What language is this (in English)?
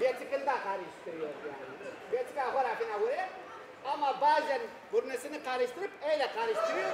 Zaza